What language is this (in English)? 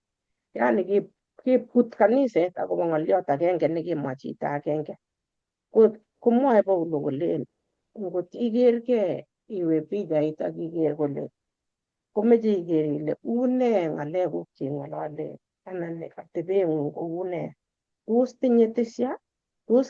Kalenjin